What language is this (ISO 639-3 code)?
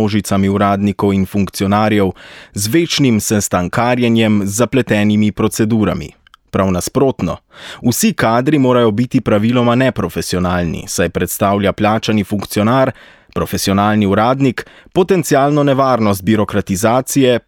slv